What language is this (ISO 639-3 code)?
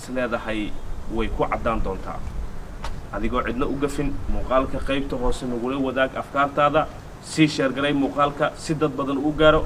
som